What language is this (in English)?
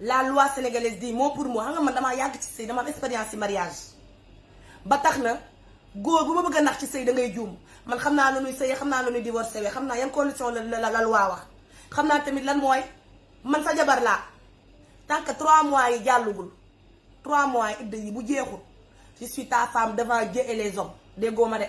Wolof